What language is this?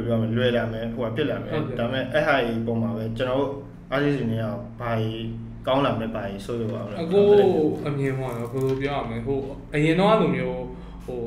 Burmese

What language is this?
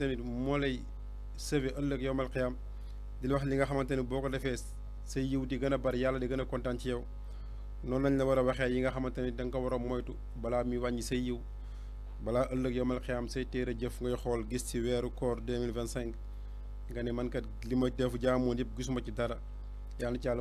Wolof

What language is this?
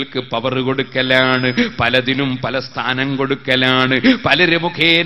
Malayalam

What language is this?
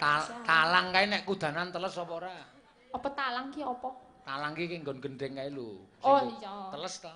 Javanese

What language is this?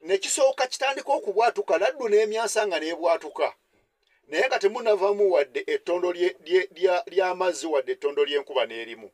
Ganda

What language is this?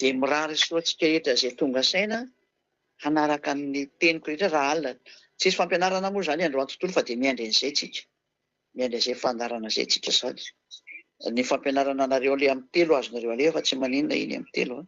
Malagasy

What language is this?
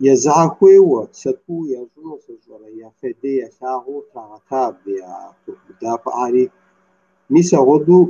Kabardian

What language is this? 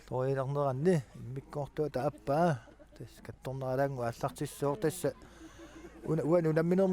Kalaallisut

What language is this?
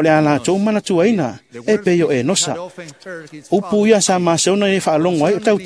Samoan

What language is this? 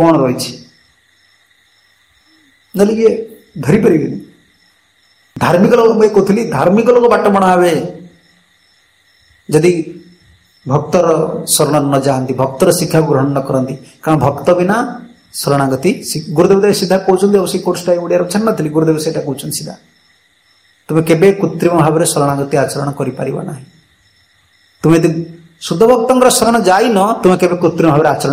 Odia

